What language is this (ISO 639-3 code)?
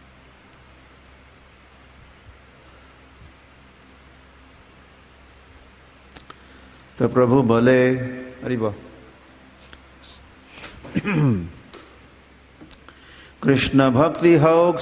hin